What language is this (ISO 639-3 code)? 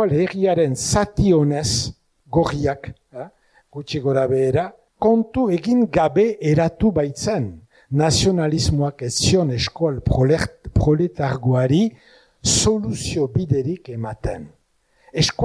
eus